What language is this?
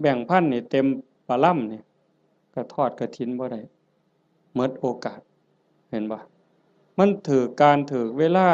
Lao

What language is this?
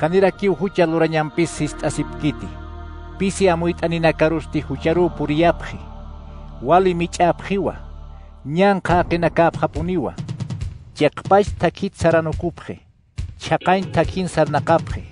Aymara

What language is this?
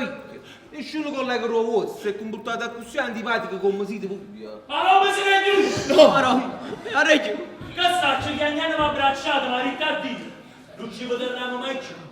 Neapolitan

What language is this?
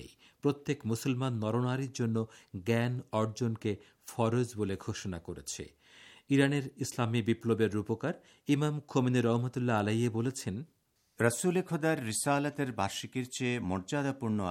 Bangla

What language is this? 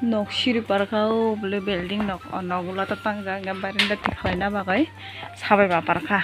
Kok Borok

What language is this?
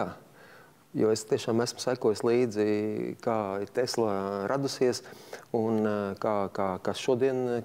Latvian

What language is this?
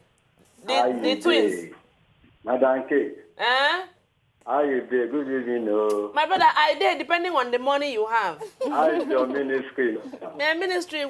Nigerian Pidgin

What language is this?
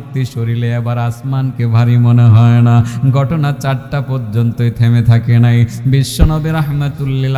Bangla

